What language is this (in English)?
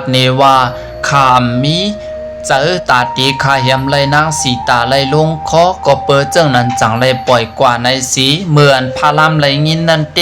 Shan